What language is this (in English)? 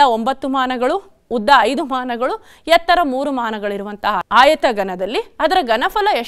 Kannada